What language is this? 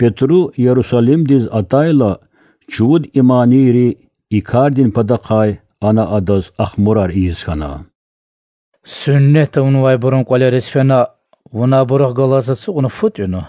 Lezghian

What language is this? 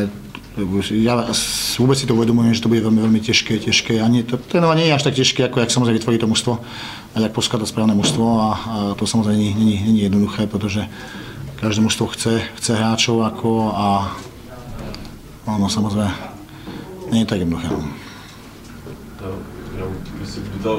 Slovak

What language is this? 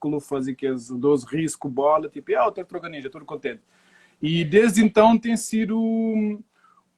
Kabuverdianu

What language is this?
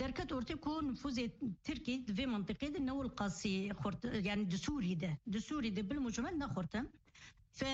Kurdish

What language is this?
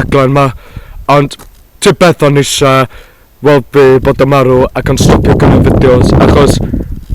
Welsh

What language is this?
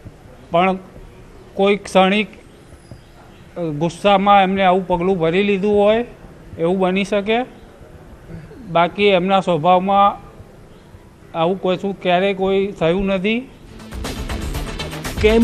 Gujarati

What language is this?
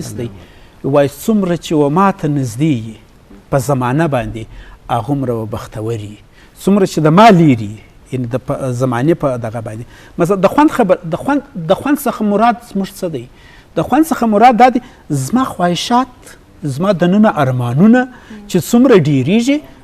Eastern Balochi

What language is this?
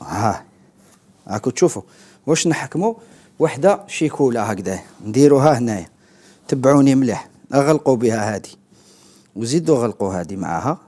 Algerian Arabic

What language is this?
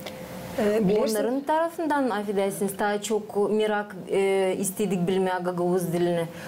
Gagauz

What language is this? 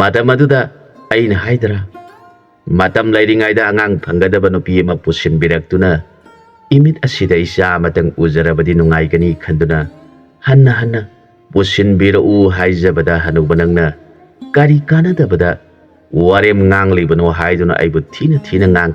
Manipuri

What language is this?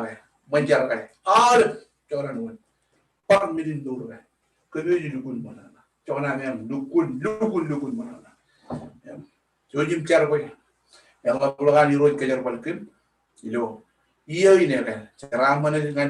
Marshallese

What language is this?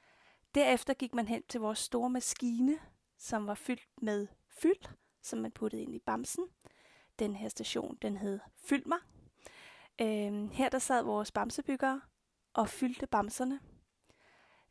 Danish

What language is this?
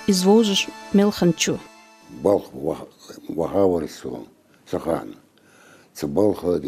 Ingush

